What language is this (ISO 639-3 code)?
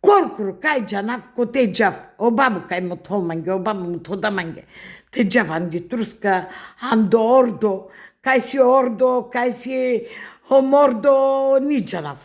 mkd